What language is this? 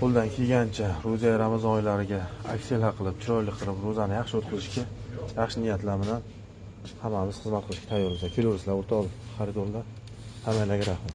Uzbek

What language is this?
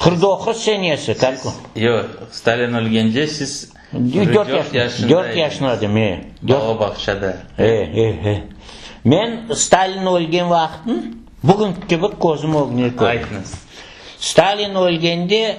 Crimean Tatar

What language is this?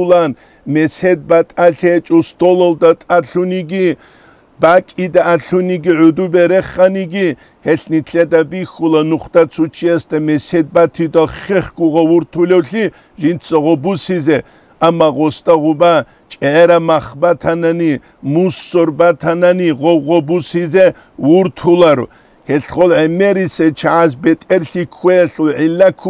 Avaric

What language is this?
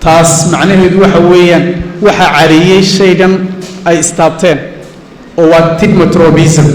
Somali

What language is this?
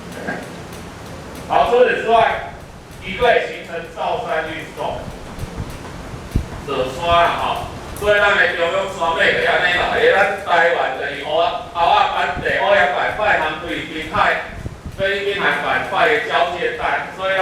Min Nan Chinese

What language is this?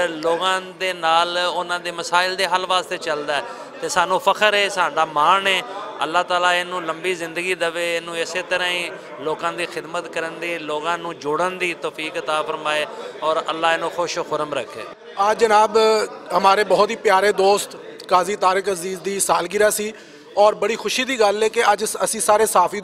Western Panjabi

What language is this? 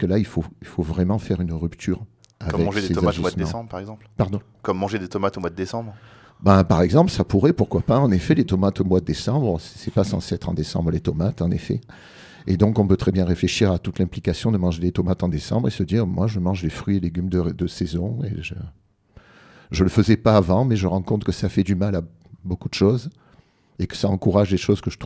French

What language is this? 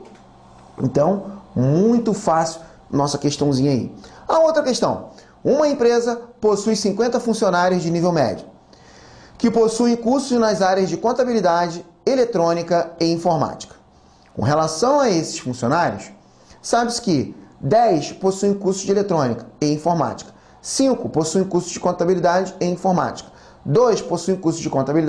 Portuguese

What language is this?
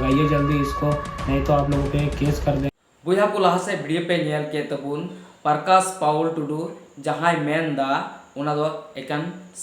Santali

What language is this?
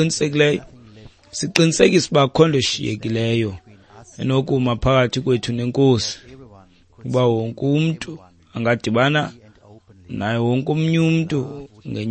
Xhosa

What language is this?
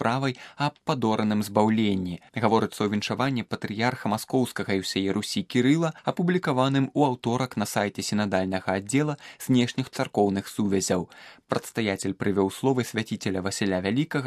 Belarusian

